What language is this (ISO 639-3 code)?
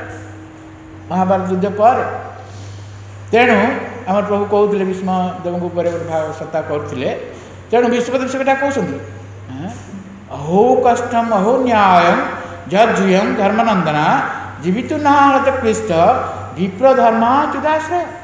ori